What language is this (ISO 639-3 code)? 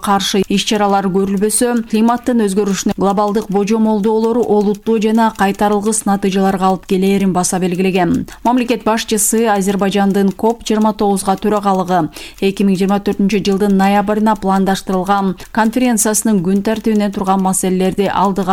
kir